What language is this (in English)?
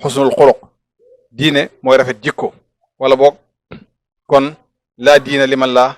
Wolof